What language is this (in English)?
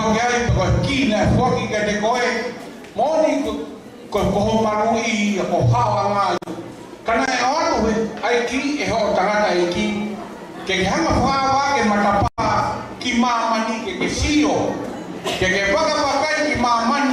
Tongan